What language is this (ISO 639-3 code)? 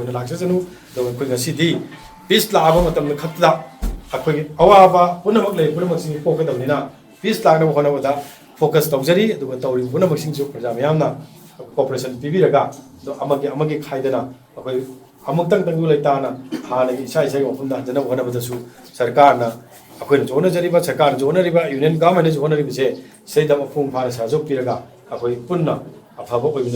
mni